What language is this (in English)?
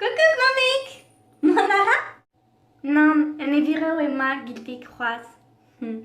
Breton